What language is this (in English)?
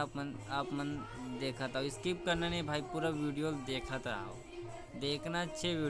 Chhattisgarhi